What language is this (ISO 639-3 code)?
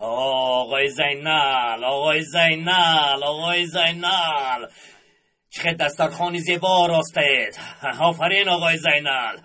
tgk